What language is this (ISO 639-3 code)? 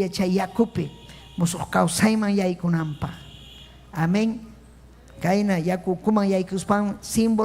quy